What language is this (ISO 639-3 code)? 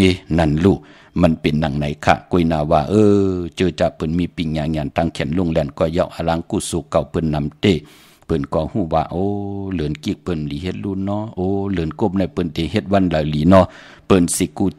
shn